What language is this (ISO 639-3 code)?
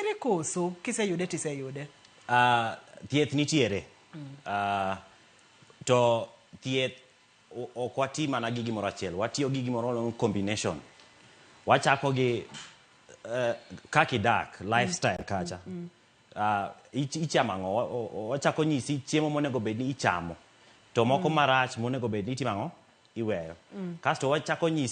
luo